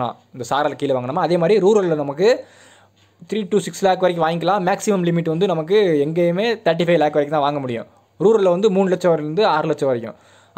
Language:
Tamil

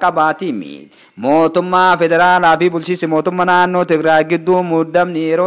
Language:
Oromo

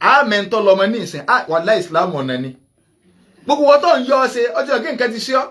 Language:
Yoruba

